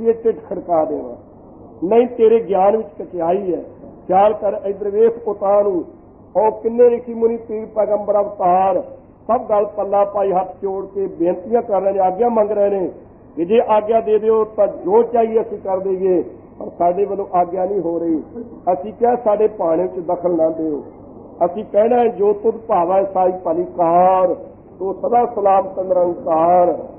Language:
Punjabi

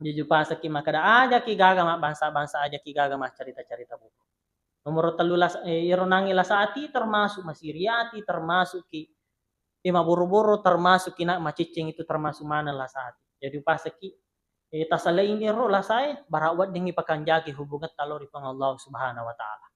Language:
Buginese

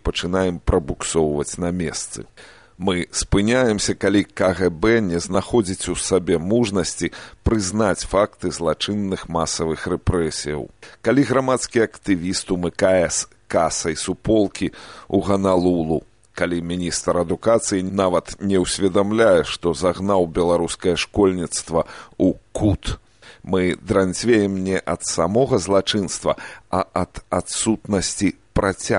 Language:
Belarusian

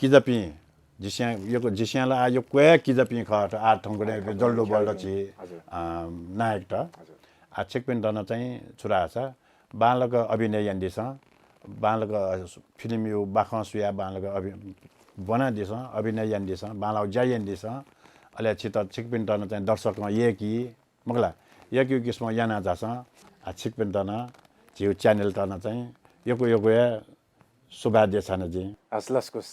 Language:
Newari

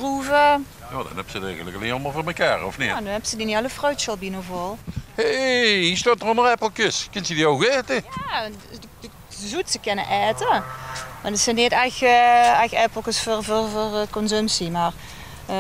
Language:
Limburgish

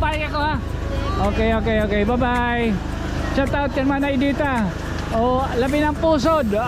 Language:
Waray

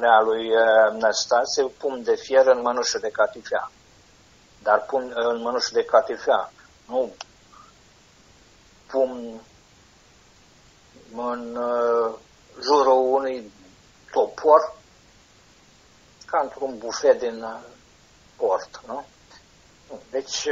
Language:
Romanian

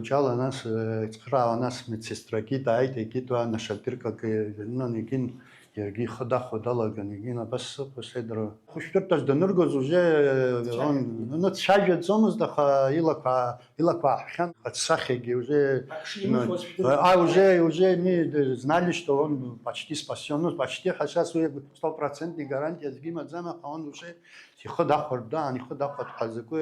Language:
Abkhazian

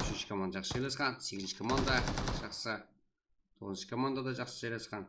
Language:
Kara-Kalpak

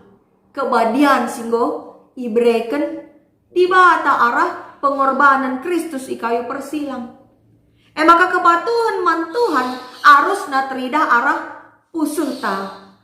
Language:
Batak Karo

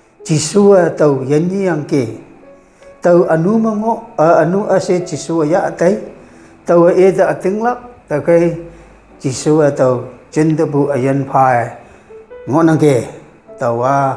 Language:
Konyak Naga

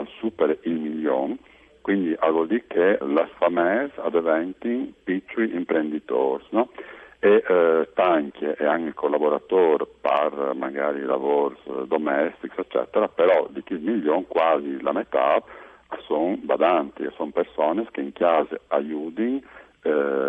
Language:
Friulian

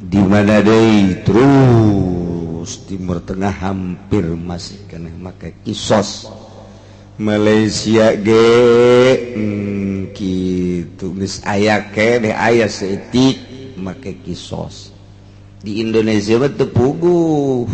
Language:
Sundanese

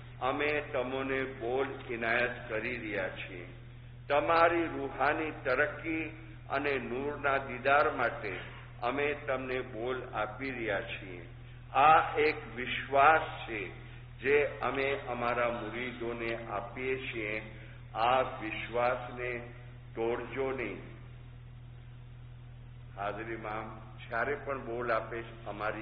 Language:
Gujarati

